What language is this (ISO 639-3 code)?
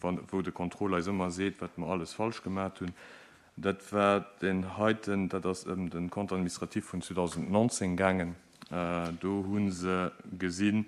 ltz